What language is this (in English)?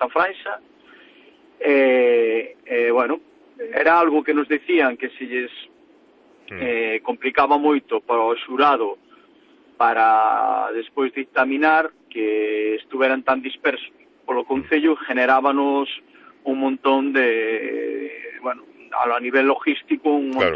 Galician